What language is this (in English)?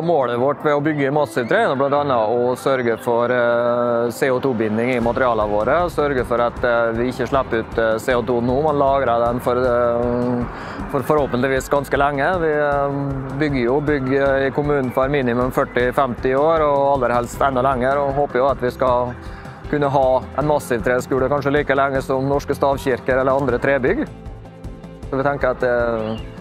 Norwegian